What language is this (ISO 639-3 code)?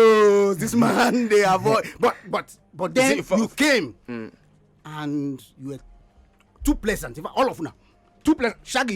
pcm